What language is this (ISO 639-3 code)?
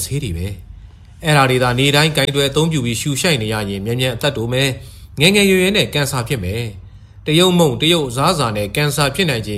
mya